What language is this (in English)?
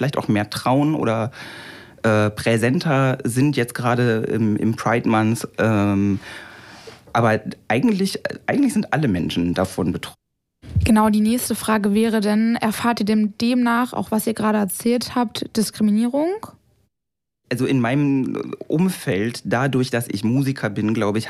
German